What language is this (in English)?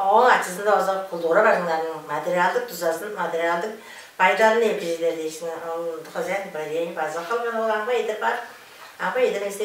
Tuvinian